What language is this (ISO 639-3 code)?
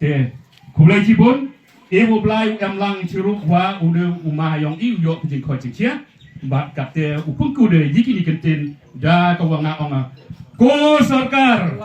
kha